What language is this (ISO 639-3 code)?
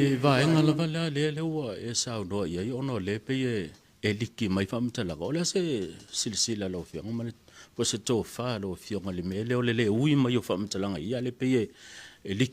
smo